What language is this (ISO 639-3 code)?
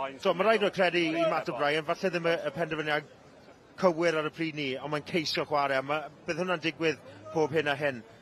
cym